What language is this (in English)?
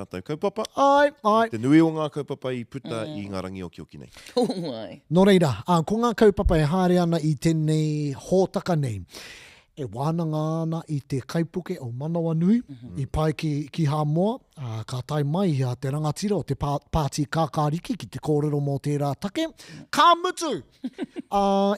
Māori